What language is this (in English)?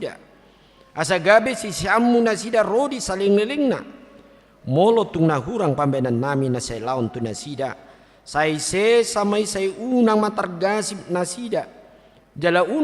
Batak Toba